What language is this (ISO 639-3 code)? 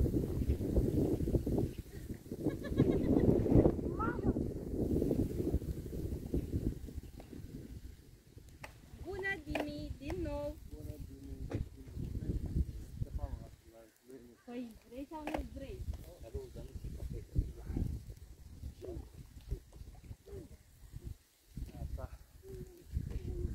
ron